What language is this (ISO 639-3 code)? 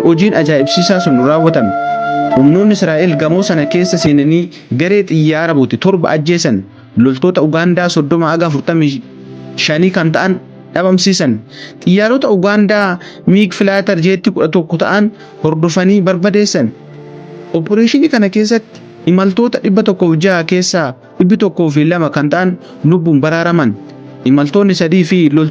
orm